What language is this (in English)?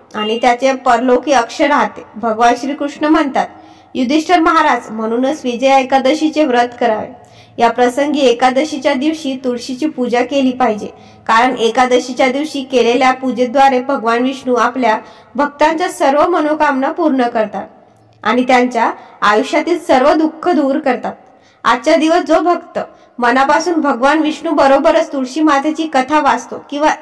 Marathi